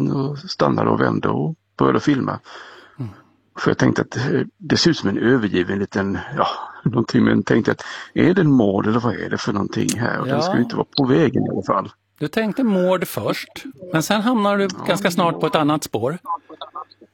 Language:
Swedish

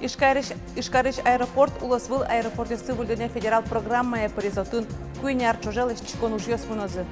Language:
Udmurt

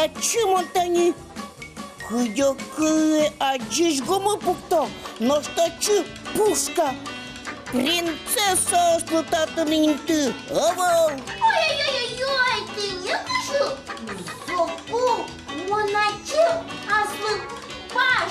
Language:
Udmurt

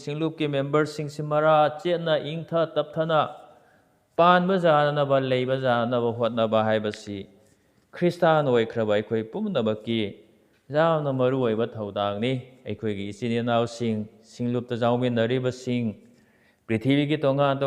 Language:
Manipuri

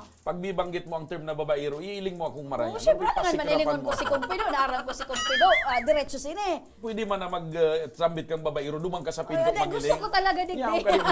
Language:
Bikol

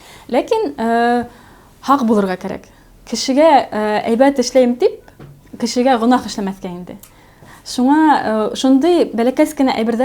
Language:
Bashkir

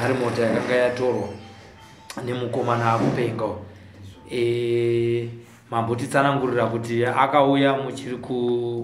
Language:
Shona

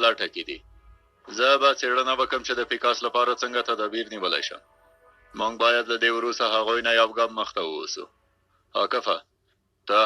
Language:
Pashto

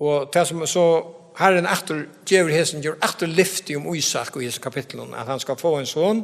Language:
Faroese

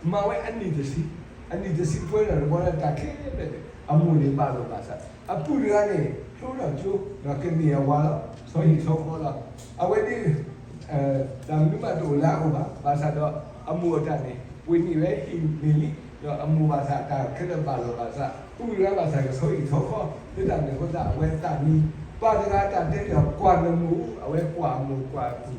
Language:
S'gaw Karen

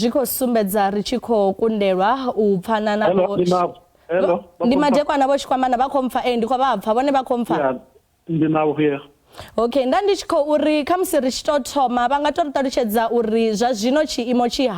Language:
Venda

